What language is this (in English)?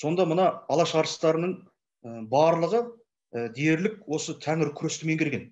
Kazakh